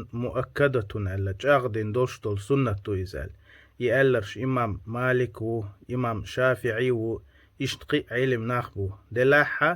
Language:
Chechen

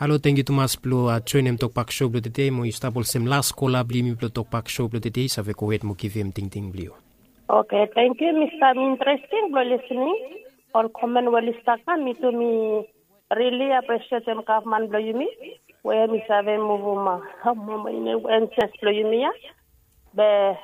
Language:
Bislama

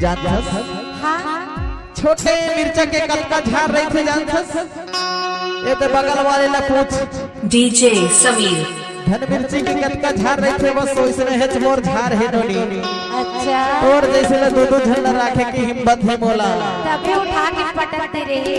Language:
Chhattisgarhi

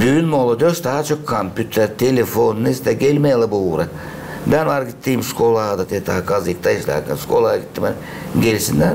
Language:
Gagauz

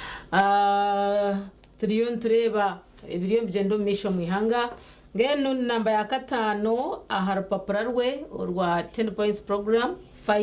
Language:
Nyankole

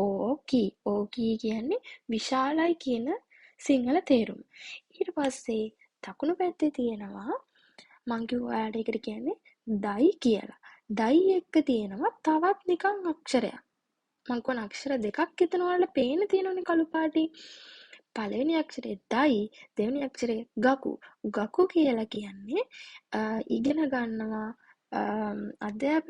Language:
Sinhala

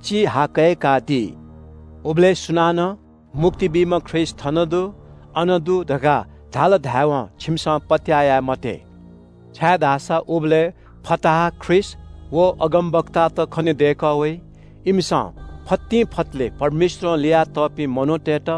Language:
Newari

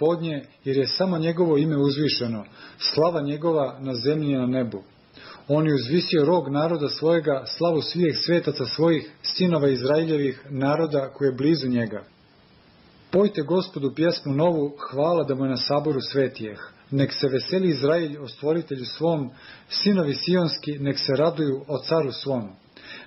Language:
Serbian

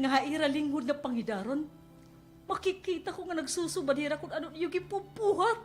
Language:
Waray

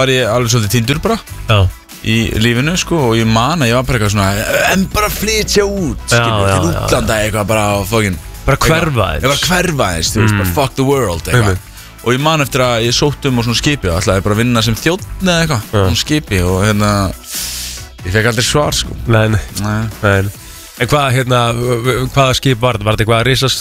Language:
Icelandic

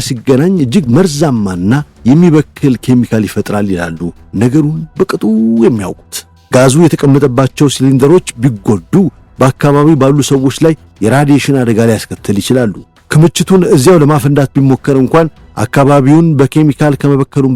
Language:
Amharic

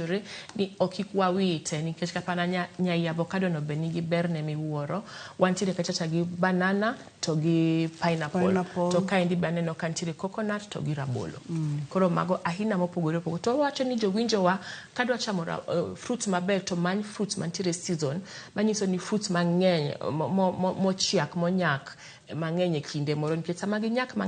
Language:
Luo (Kenya and Tanzania)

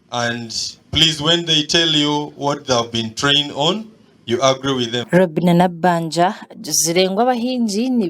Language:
Nyankole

